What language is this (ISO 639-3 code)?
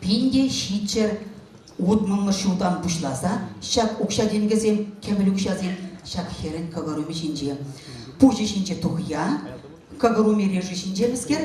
chv